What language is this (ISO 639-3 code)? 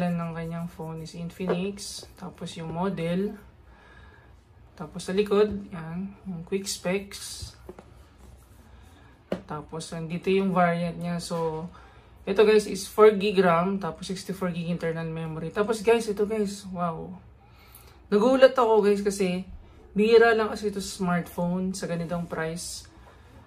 fil